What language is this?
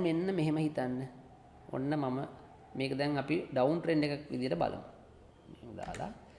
Sinhala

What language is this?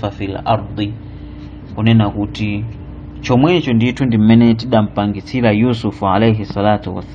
Nyanja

